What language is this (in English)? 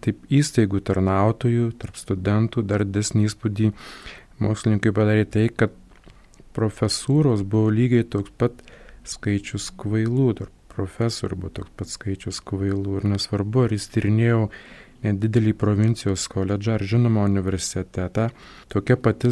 Lithuanian